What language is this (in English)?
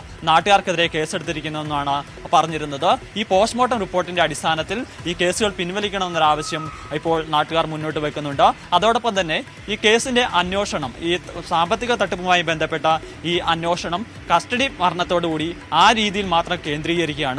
Malayalam